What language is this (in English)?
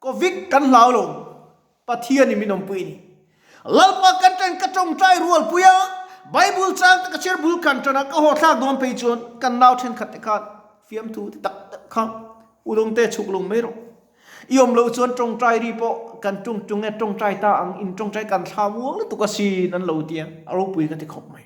Mizo